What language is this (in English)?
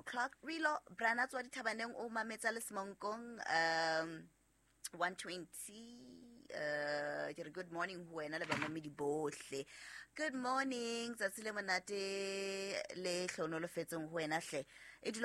Southern Sotho